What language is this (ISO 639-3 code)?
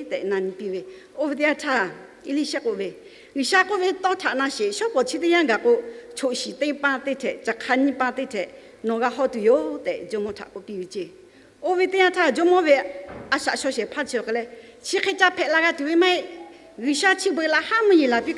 lhu